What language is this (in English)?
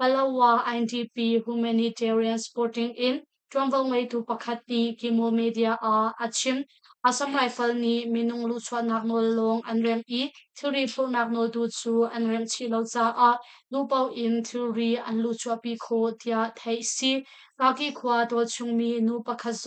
Hakha Chin